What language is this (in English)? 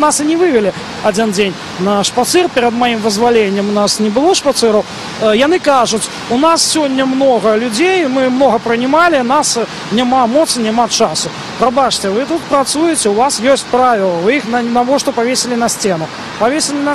Belarusian